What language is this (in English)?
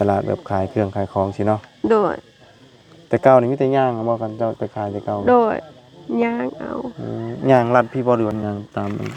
Lao